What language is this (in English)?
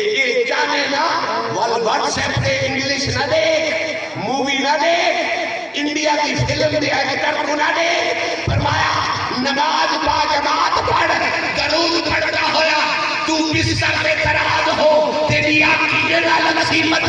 Saraiki